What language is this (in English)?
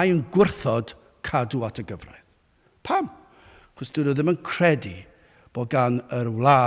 Welsh